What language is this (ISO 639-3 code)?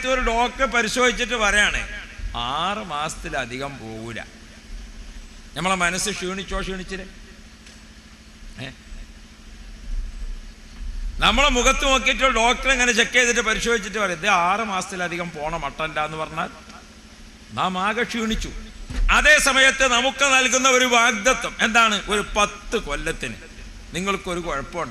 mal